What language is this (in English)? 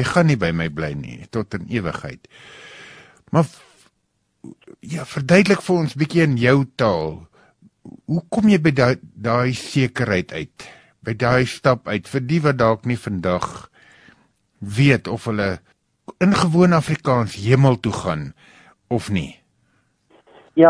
Afrikaans